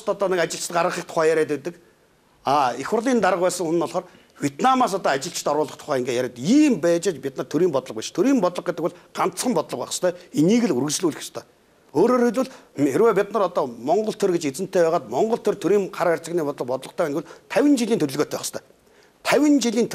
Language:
Mongolian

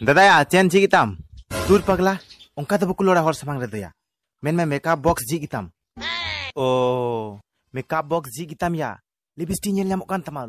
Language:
Santali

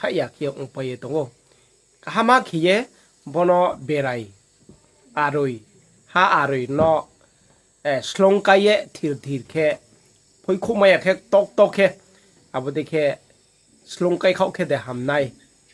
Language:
Riang (India)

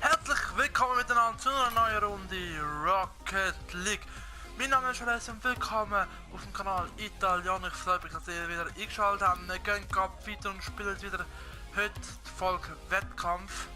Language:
Swiss German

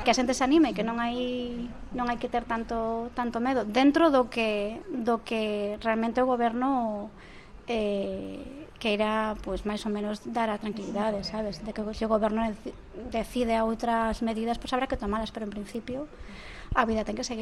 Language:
Galician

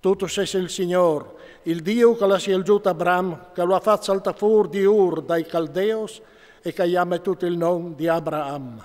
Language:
Friulian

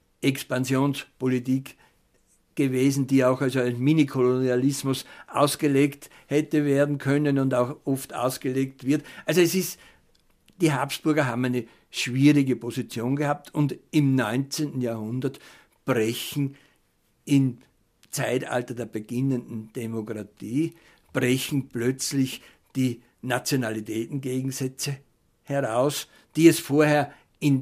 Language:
German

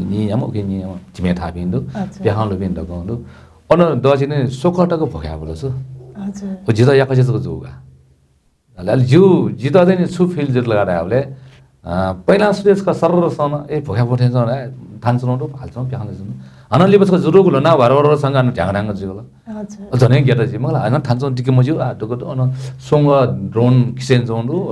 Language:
Newari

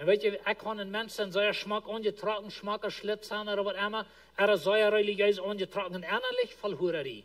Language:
Plautdietsch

